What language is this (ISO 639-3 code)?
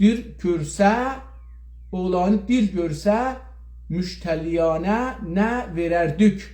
azb